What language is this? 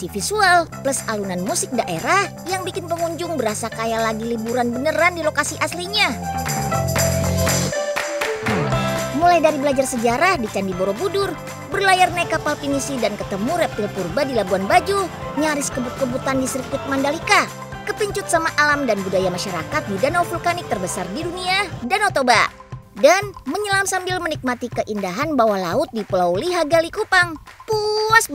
Indonesian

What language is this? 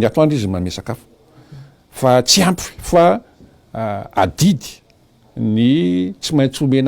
Malagasy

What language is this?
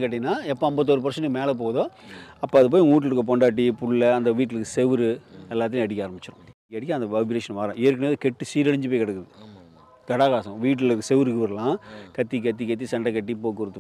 Tamil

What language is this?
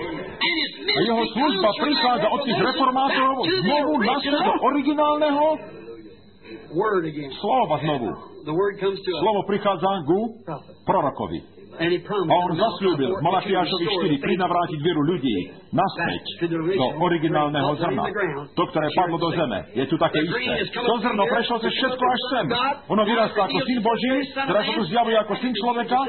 Slovak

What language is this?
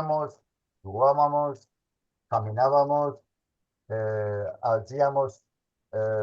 Ladino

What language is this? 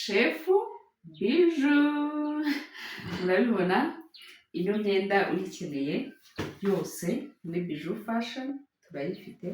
Kinyarwanda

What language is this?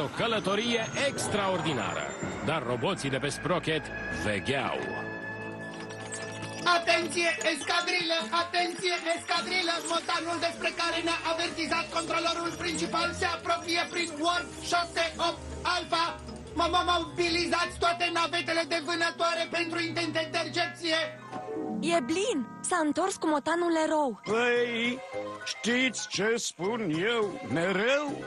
Romanian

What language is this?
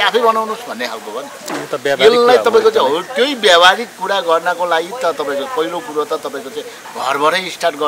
Nepali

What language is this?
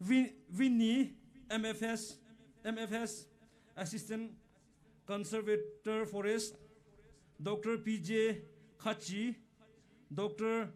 Poumei Naga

